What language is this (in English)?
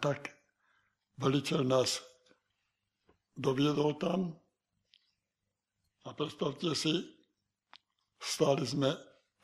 Slovak